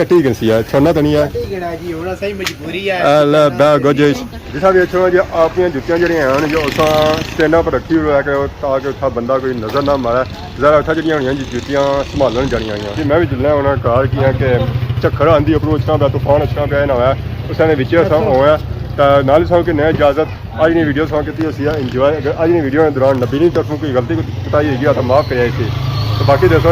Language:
Pahari-Potwari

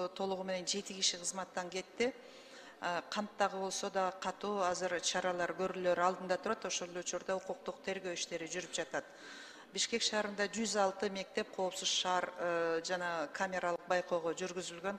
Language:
Kyrgyz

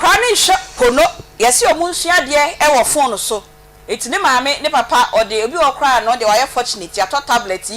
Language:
Akan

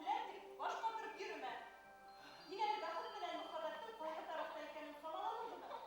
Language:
Bashkir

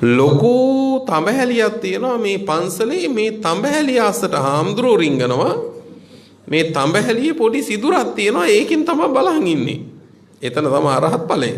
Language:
Sinhala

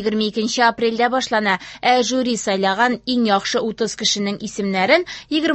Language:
Tatar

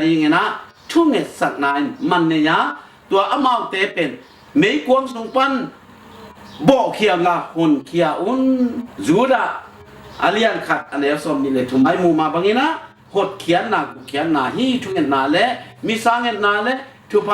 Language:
Tedim Chin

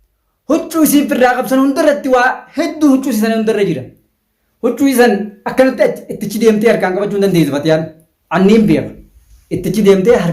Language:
Oromo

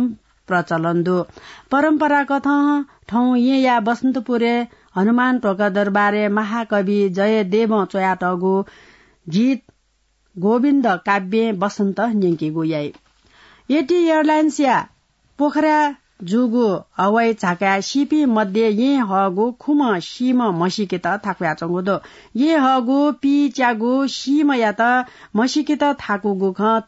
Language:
Newari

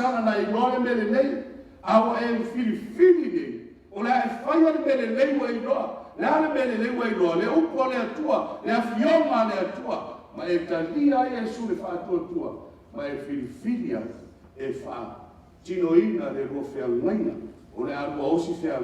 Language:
Samoan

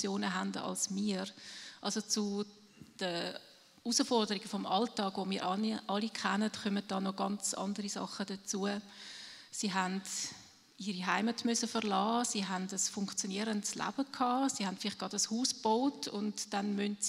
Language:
Swiss German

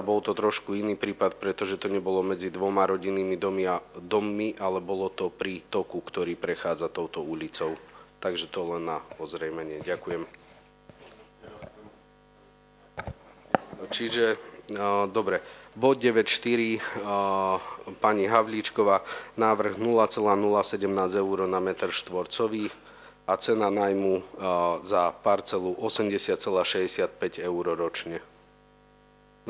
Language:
Slovak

